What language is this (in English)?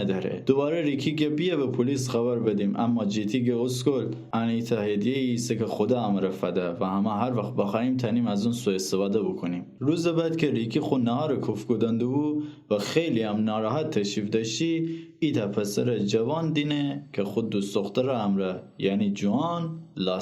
Gilaki